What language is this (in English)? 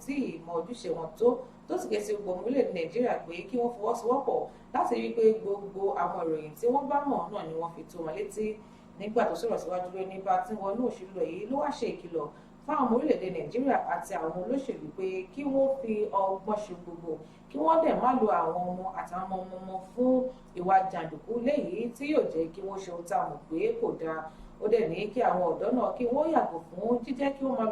Yoruba